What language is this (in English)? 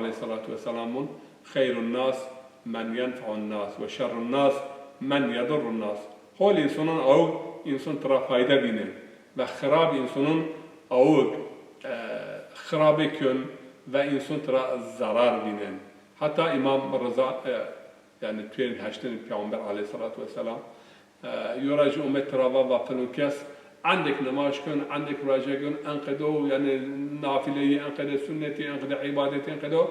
Zaza